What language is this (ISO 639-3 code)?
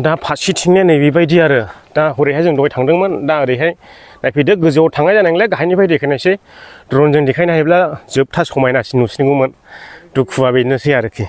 brx